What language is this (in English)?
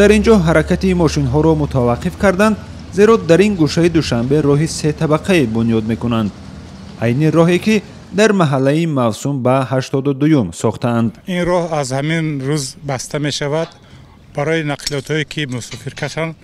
Tajik